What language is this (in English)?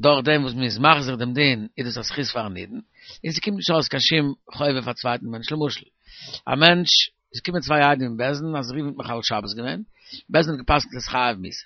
Yiddish